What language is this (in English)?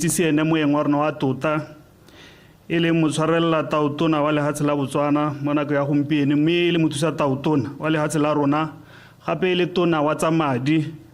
Tswana